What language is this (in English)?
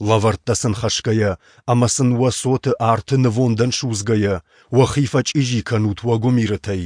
Ossetic